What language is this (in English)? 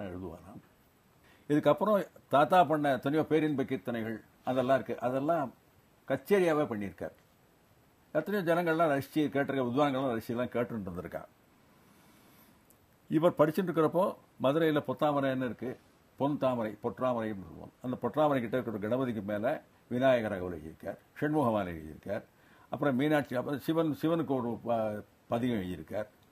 Tamil